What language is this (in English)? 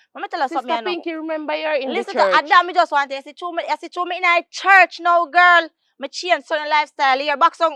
Jamaican Creole English